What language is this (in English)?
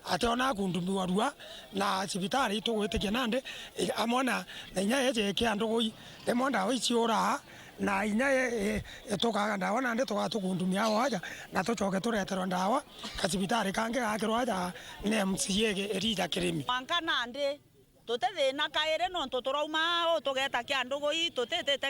Meru